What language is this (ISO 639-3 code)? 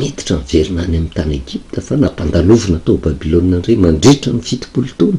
mlg